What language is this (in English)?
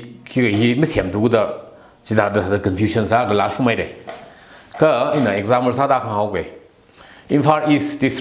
Tangkhul Naga (India)